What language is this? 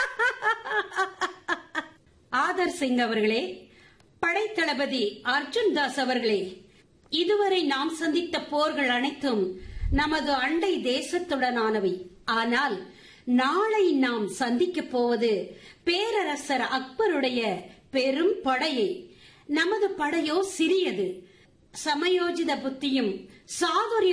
Tamil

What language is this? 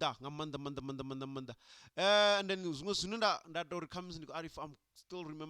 Venda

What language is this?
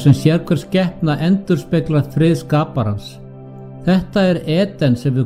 Icelandic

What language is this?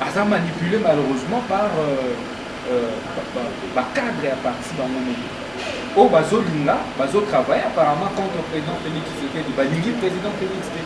Lingala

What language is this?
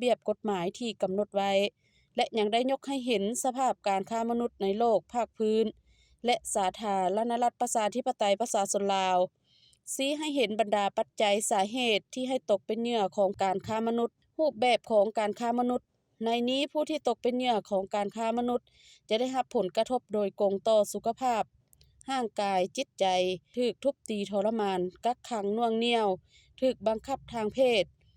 Lao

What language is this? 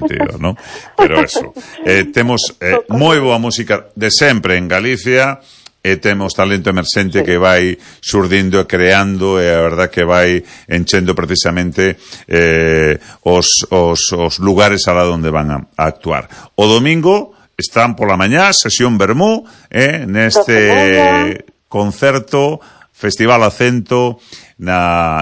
Galician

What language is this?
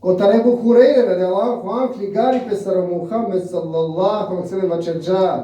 Balkan Romani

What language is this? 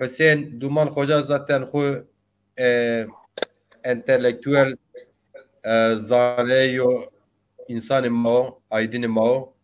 Zaza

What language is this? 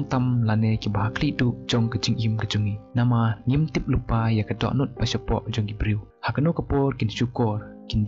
Khasi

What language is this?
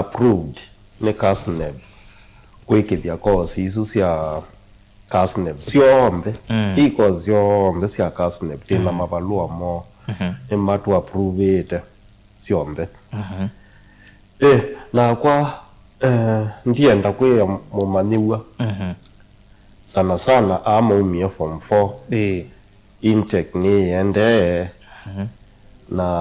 Kamba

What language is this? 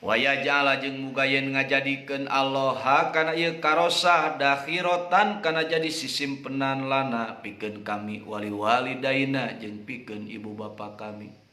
Sundanese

